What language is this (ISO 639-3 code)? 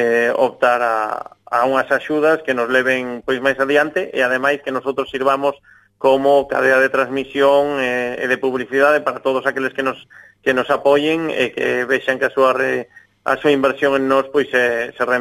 glg